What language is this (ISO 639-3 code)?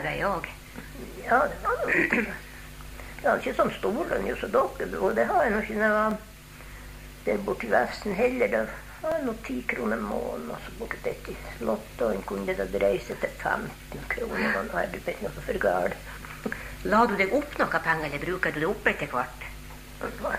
nor